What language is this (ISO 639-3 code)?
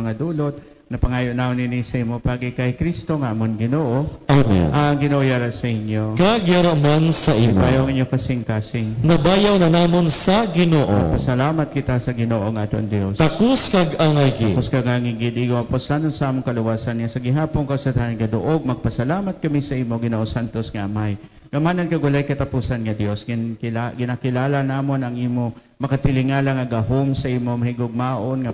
hil